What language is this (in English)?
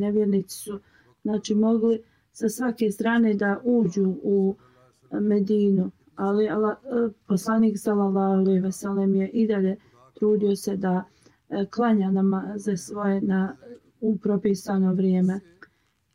Bosnian